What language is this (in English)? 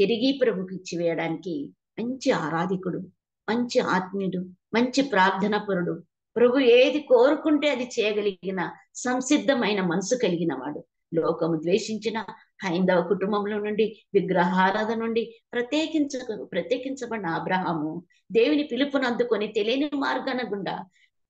Telugu